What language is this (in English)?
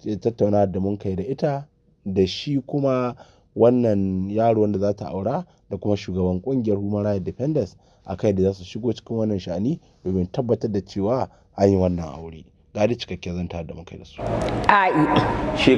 Hausa